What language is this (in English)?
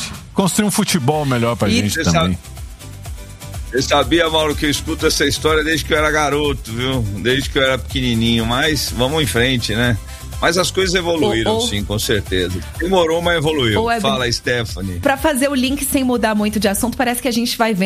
Portuguese